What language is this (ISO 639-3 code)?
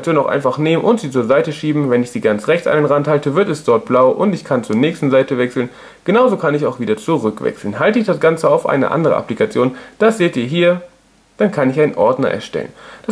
deu